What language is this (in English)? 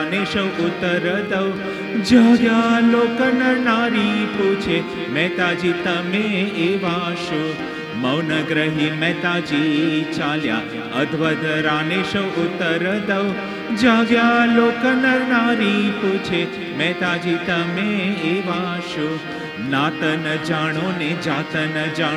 Gujarati